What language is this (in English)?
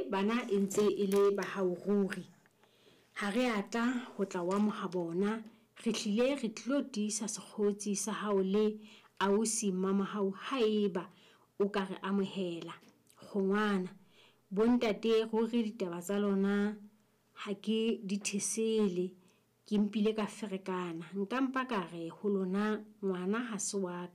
Southern Sotho